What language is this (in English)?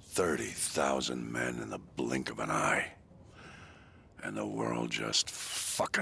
English